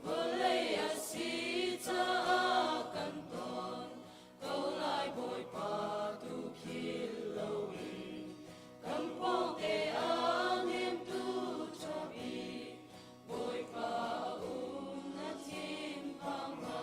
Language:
Hakha Chin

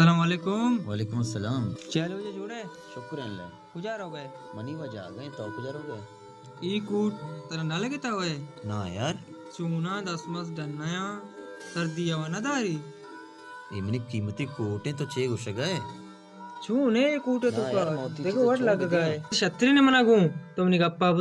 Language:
Baluchi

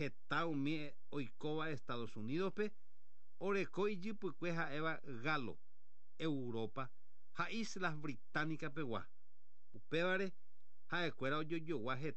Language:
Guarani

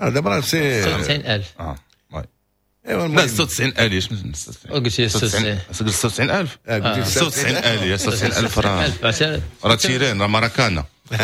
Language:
Moroccan Arabic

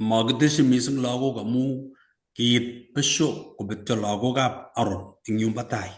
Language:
Kalenjin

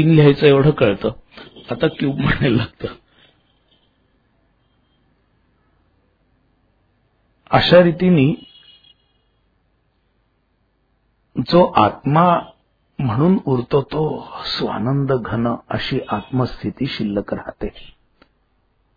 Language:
Marathi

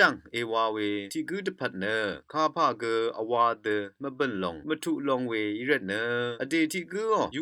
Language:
Rawang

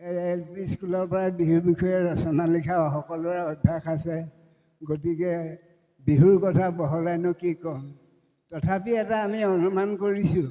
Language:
Assamese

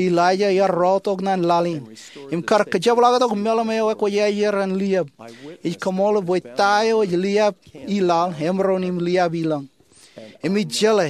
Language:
Marshallese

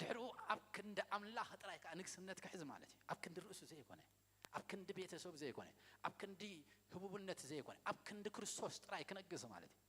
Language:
Tigrinya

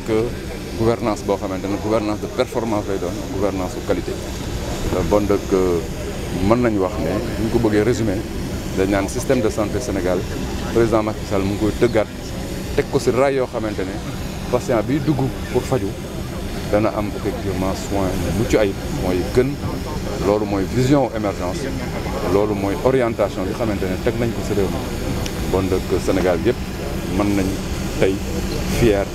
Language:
Wolof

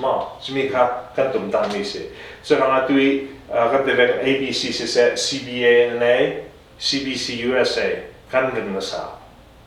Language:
Hakha Chin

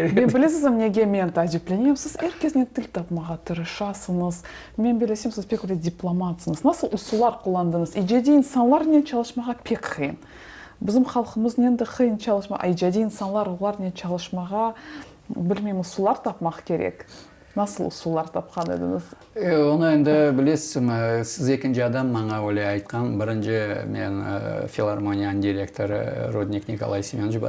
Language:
Crimean Tatar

